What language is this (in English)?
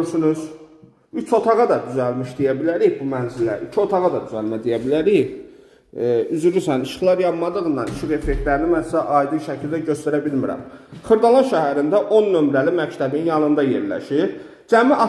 Azerbaijani